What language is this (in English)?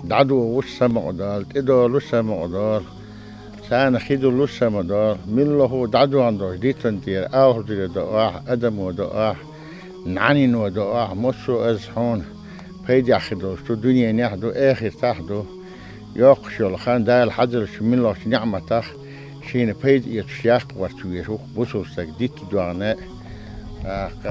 Chechen